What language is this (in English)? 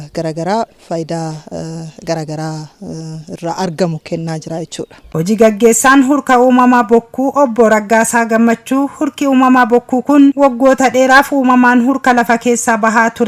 Oromo